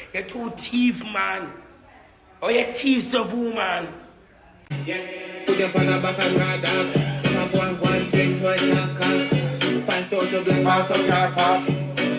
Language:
Jamaican Creole English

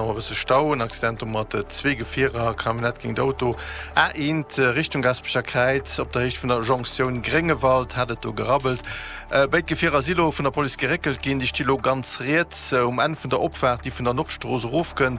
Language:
Luxembourgish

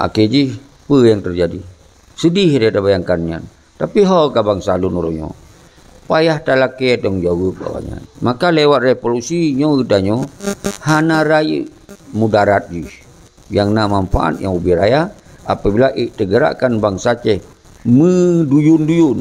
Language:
Achinese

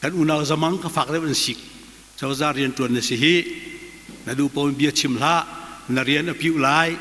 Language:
Hakha Chin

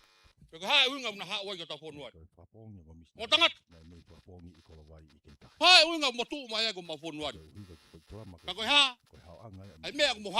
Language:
Tongan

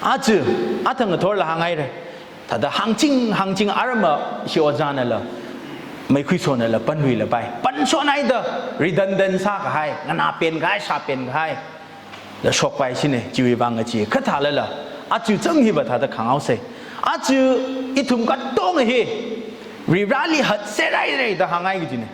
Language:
Tangkhul Naga (India)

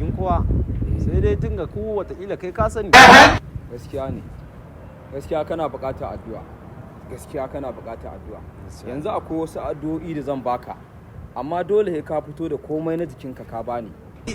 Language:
Hausa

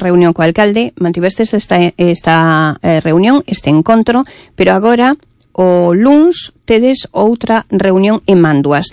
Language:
Galician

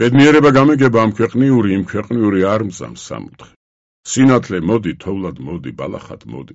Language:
Georgian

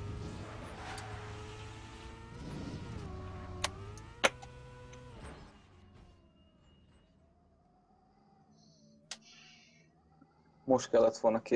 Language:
Hungarian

